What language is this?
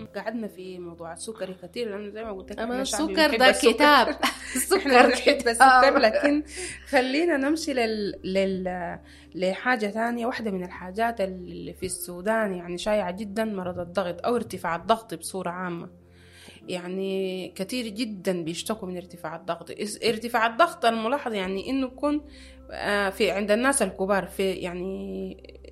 Sudanese Arabic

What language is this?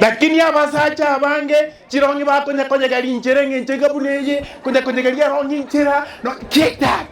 Gusii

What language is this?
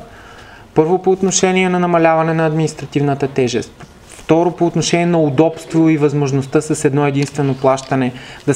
Bulgarian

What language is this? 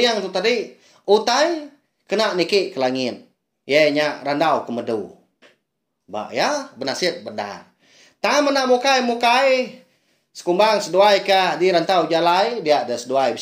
Iban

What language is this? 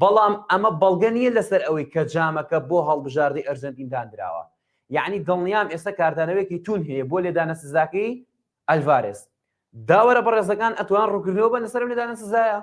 Central Kurdish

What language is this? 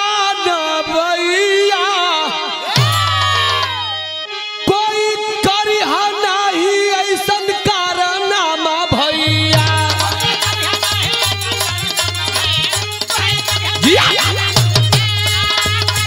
Bhojpuri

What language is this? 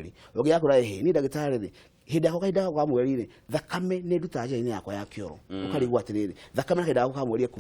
Kikuyu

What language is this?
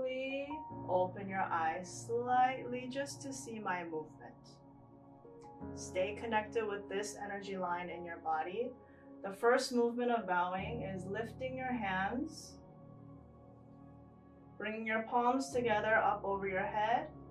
English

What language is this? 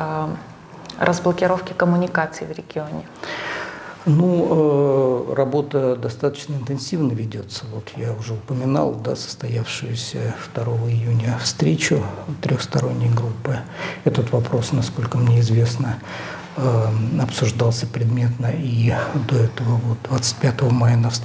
Russian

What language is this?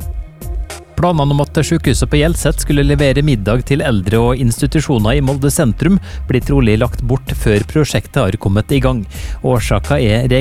Norwegian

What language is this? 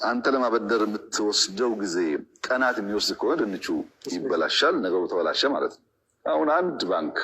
Amharic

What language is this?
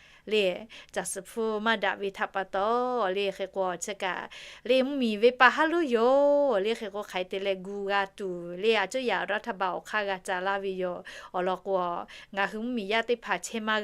Lahu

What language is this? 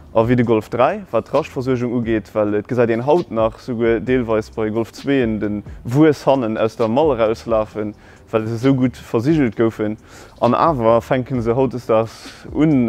Luxembourgish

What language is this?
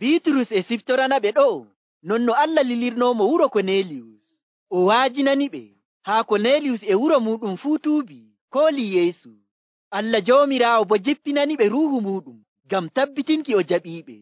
Nigerian Fulfulde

